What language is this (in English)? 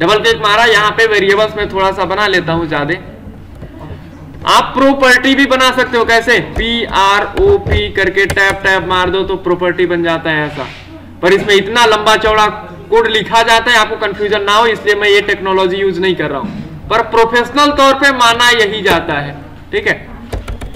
Hindi